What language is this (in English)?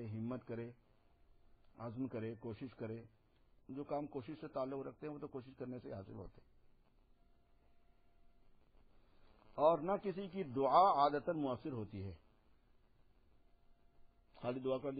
Urdu